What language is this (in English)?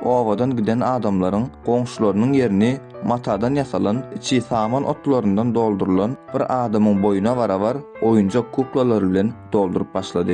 Turkmen